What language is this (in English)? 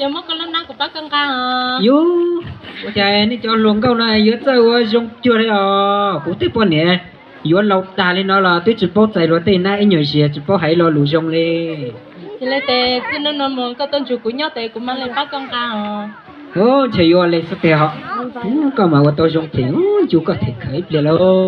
Hmong